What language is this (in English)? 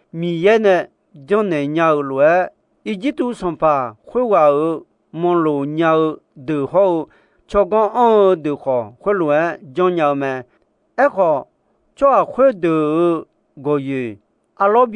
Akha